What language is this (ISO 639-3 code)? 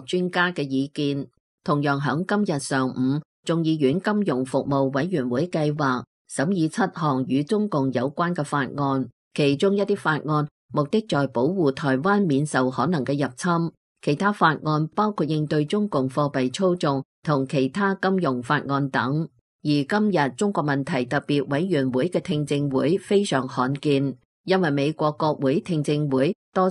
yue